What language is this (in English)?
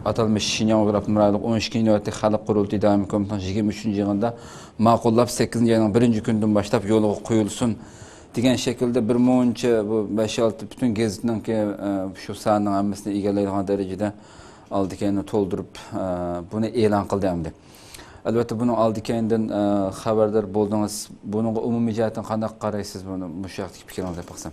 Uyghur